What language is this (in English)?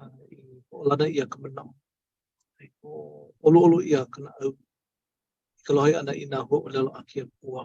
Hawaiian